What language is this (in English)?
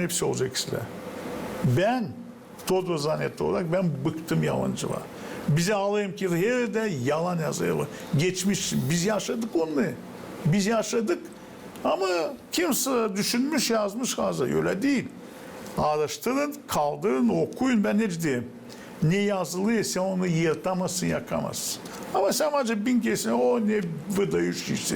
Gagauz